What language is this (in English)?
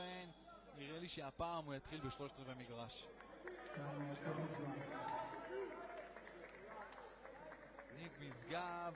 Hebrew